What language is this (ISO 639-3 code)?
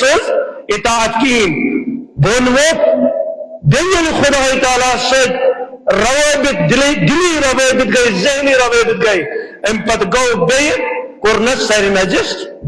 kas